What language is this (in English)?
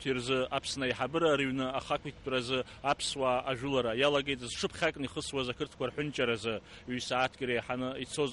Abkhazian